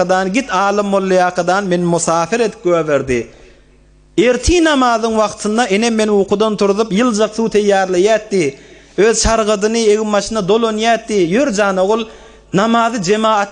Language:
Turkmen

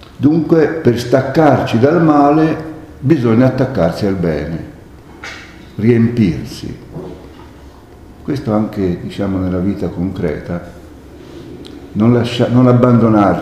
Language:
Italian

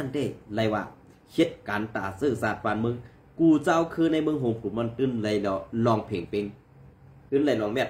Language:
Shan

